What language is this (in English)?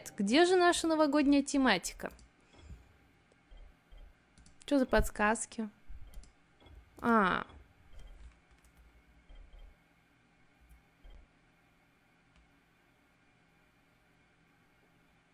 Russian